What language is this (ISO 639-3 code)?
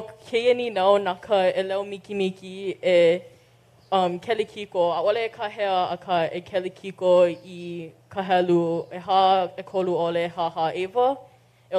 haw